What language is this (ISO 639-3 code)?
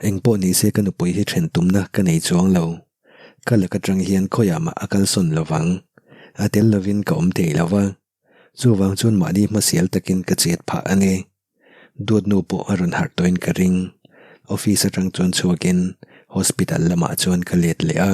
lus